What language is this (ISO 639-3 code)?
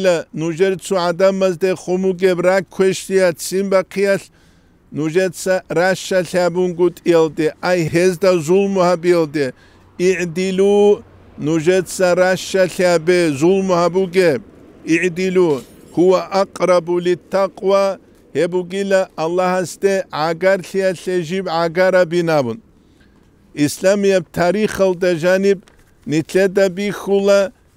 ava